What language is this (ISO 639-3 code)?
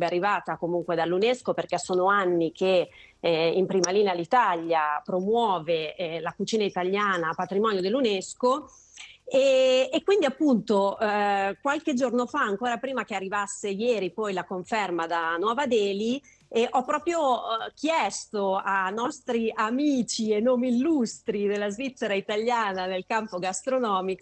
ita